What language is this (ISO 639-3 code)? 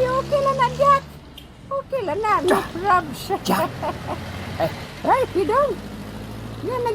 hil